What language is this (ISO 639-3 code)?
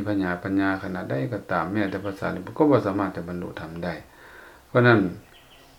lao